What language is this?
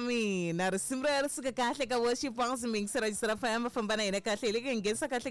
Tsonga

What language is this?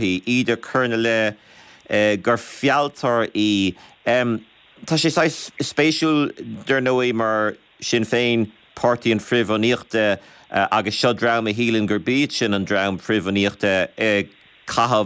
Irish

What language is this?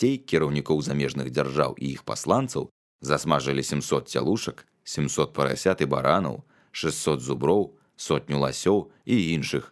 Belarusian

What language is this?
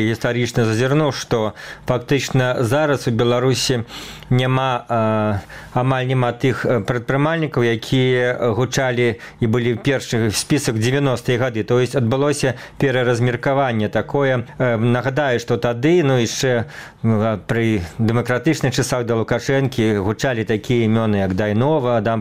Belarusian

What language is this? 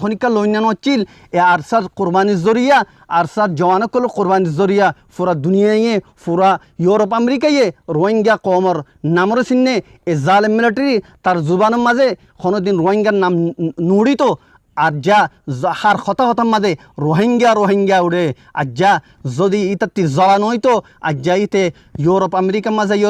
Rohingya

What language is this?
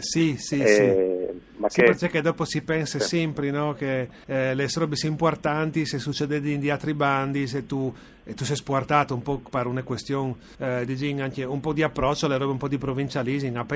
Friulian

